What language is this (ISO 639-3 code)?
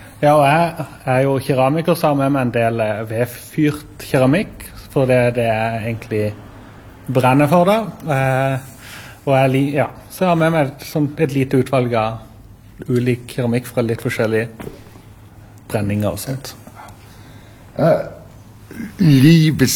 nor